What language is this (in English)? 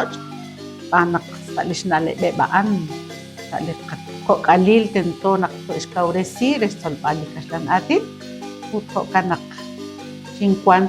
Kekchí